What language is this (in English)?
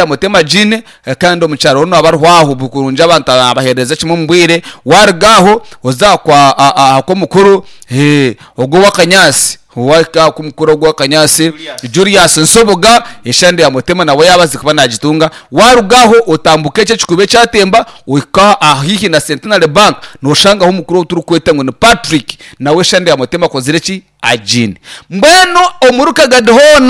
Nyankole